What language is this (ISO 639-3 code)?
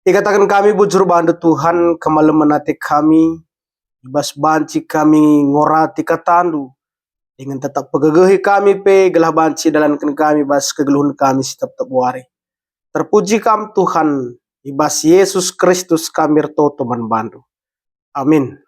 btx